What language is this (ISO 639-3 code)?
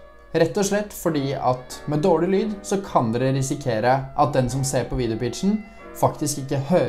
nor